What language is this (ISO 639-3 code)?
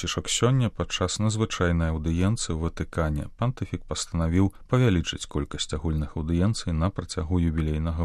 bel